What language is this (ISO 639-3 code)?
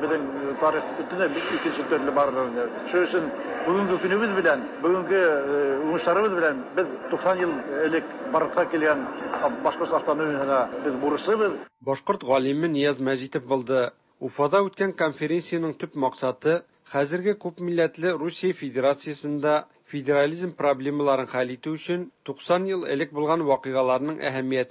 tat